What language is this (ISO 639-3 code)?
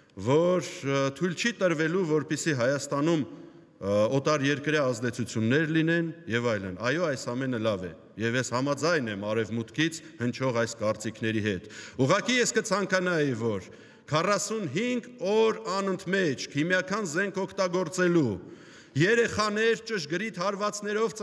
hye